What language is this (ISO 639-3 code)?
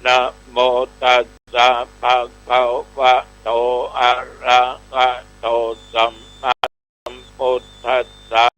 pli